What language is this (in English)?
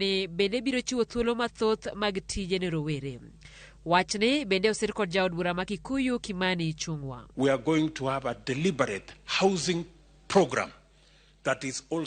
Luo (Kenya and Tanzania)